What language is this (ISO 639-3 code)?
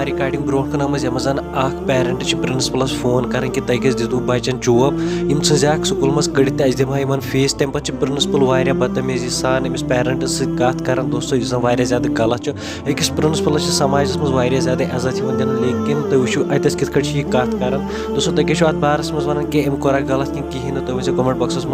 kas